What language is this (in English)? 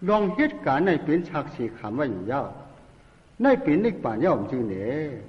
Shan